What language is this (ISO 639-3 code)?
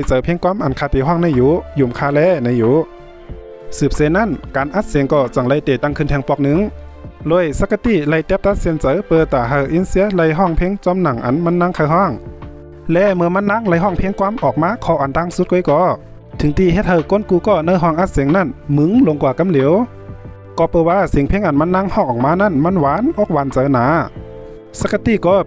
shn